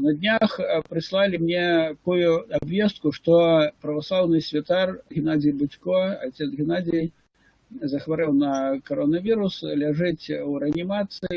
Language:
Belarusian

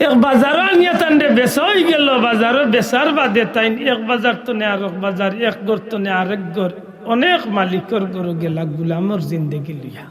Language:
Sylheti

